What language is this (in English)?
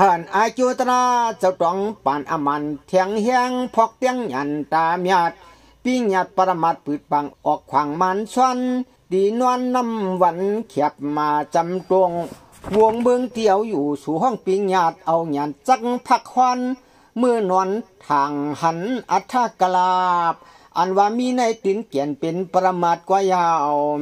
Shan